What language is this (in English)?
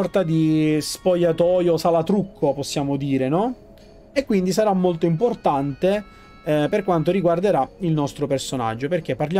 Italian